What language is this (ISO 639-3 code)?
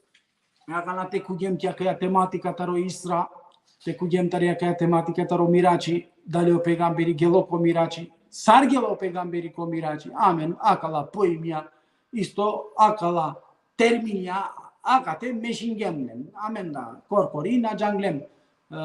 rmn